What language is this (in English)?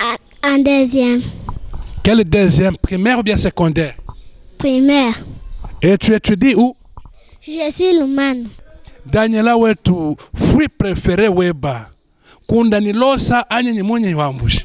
Luba-Lulua